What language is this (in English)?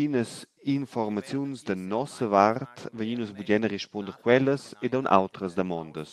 Romansh